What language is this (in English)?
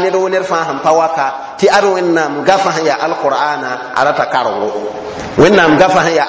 Mossi